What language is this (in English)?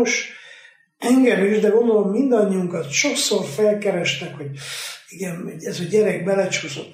Hungarian